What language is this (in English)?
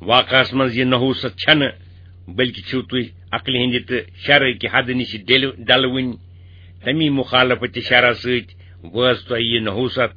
Kashmiri